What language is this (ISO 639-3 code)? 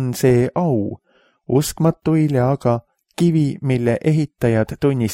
est